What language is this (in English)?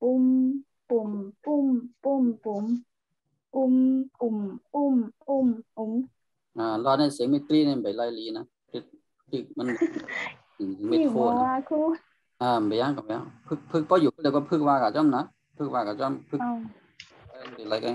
Shan